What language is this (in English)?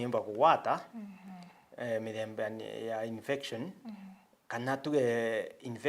Meru